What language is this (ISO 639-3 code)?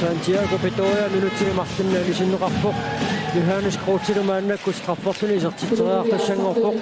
kal